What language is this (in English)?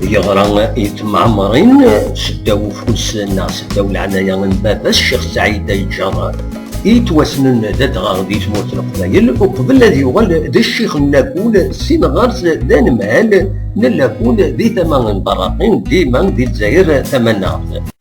Kabyle